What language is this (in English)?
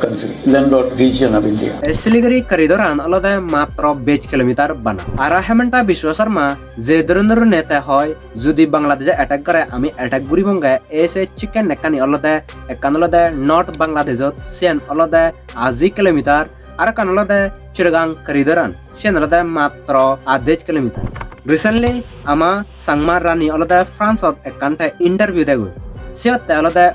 Chakma